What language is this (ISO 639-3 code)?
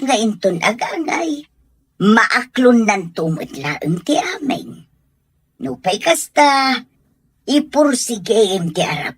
ilo